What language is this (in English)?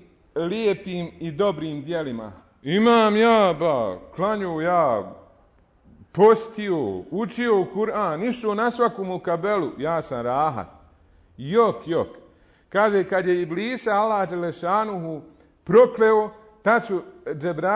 Bosnian